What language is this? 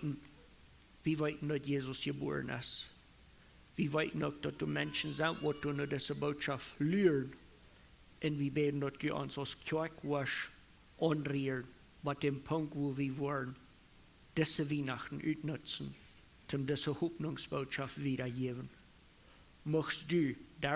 Plautdietsch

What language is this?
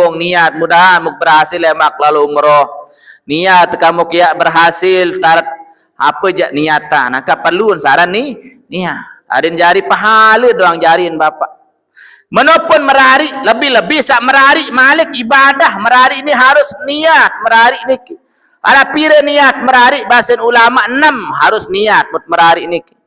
Sasak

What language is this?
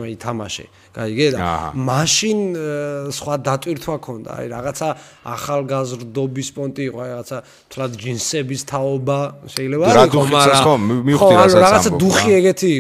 Georgian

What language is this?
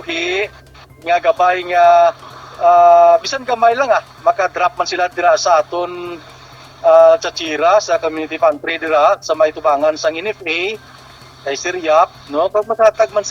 Hiligaynon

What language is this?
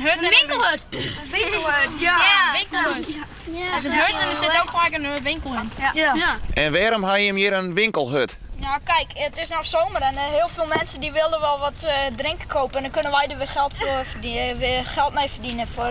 Western Frisian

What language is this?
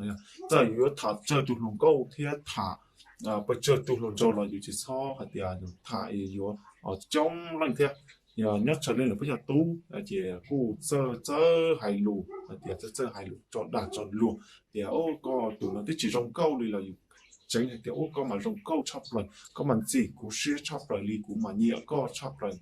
Hmong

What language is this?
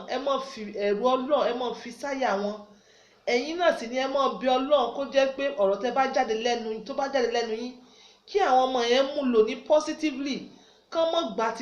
Yoruba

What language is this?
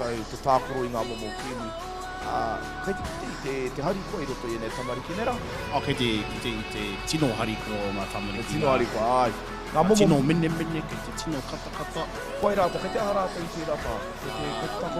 Māori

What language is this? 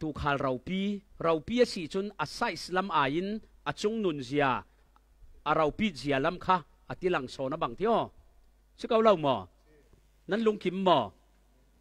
Falam Chin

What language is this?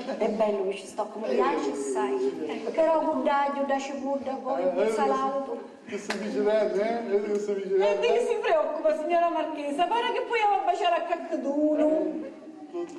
Sicilian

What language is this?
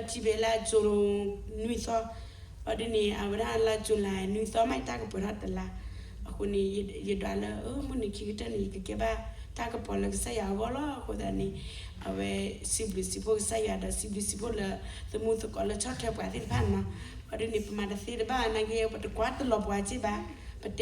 S'gaw Karen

